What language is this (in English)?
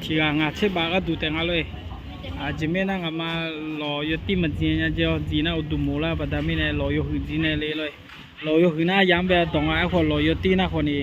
Akha